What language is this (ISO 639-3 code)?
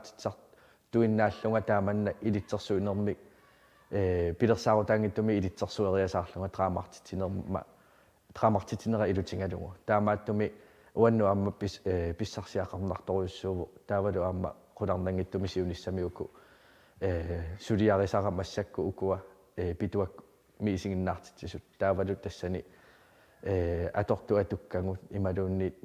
kal